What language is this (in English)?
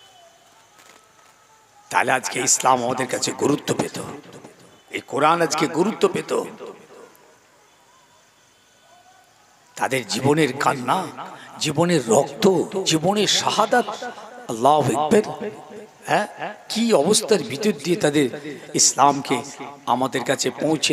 Bangla